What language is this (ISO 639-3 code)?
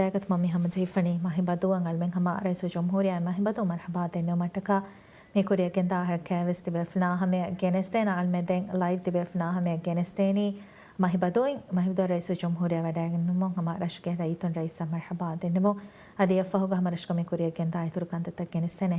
div